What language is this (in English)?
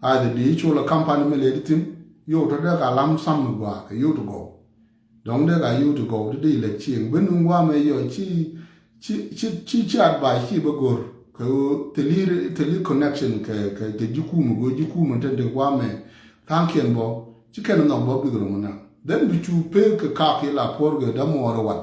Nuer